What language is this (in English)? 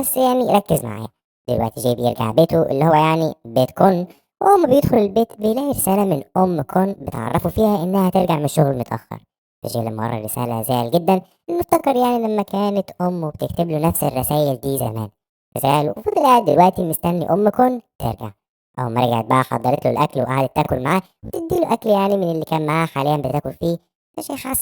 Egyptian Arabic